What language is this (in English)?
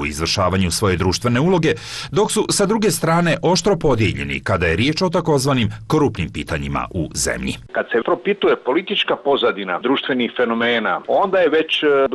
Serbian